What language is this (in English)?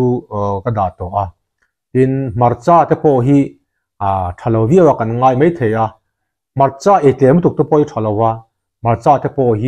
Mizo